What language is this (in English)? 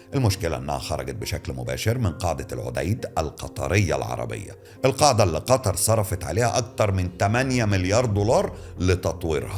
Egyptian Arabic